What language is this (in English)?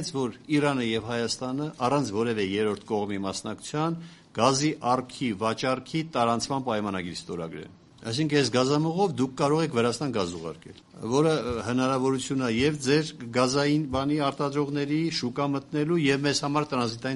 Armenian